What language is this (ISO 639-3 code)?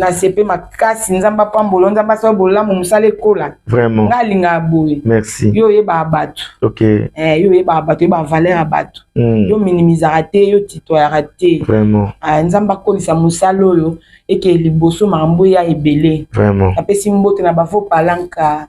lin